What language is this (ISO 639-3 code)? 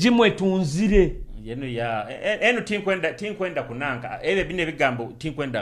nyo